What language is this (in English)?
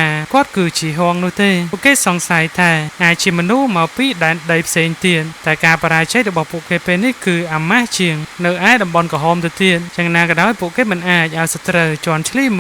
Khmer